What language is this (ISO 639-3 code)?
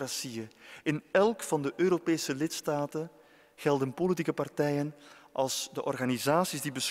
nld